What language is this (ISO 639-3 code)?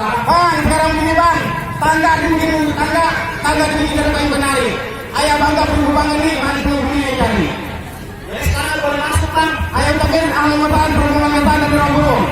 bew